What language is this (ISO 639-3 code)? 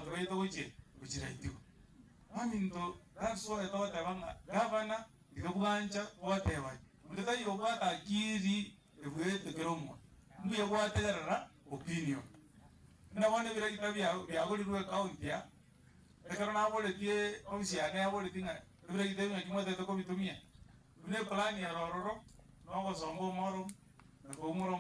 guz